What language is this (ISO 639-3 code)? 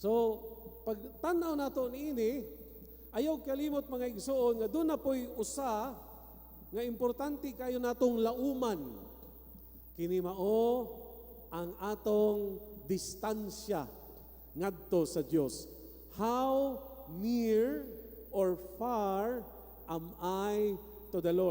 ceb